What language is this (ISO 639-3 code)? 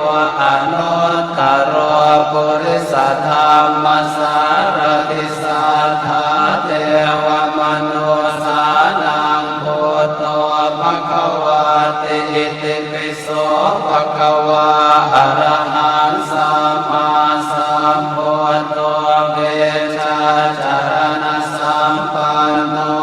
pli